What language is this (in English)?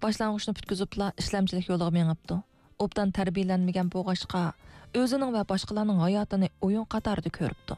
Uyghur